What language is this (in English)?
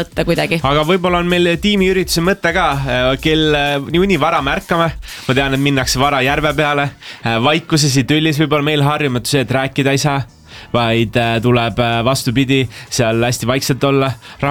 Estonian